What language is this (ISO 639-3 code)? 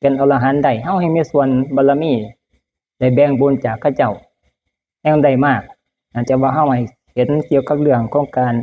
tts